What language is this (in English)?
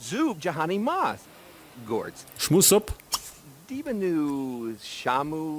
Bavarian